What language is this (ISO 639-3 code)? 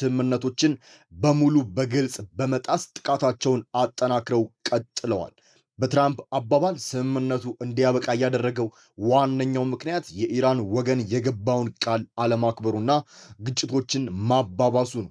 amh